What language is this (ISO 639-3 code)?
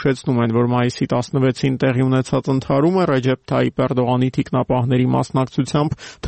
hye